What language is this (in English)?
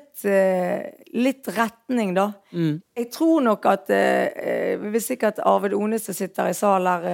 Norwegian